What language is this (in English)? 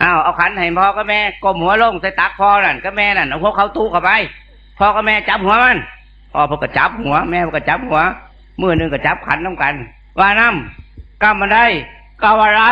Northeastern Thai